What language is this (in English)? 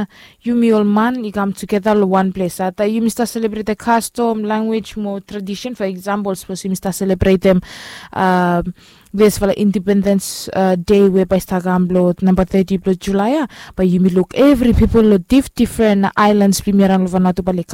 Bislama